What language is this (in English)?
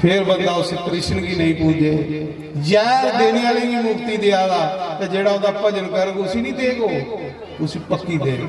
Dogri